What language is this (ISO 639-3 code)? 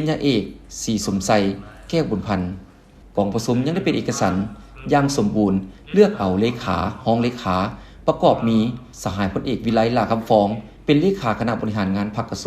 lao